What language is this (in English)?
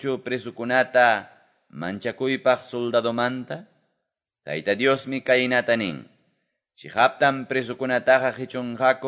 Quechua